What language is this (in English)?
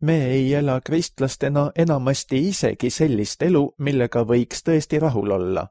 Estonian